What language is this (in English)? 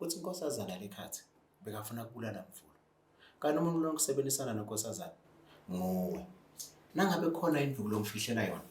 Zulu